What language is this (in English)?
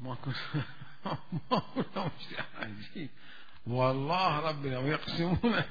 Mesopotamian Arabic